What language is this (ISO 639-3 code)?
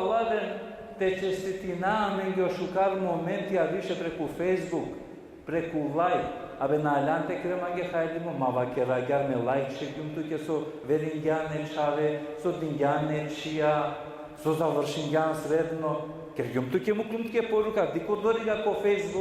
rmn